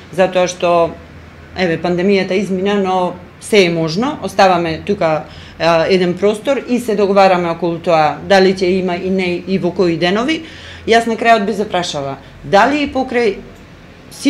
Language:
Macedonian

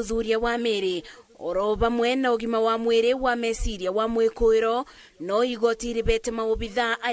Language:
Kikuyu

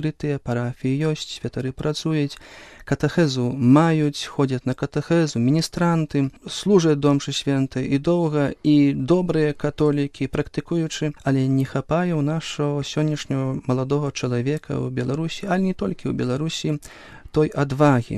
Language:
Belarusian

